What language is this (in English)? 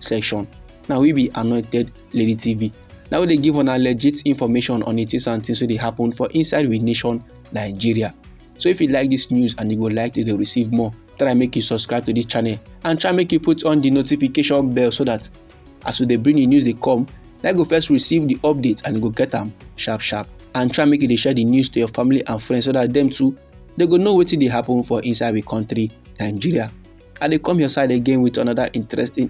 Nigerian Pidgin